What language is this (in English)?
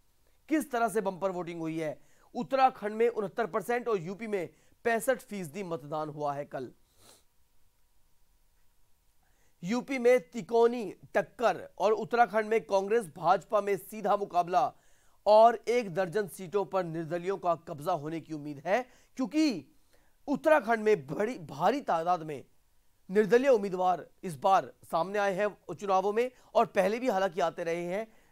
Hindi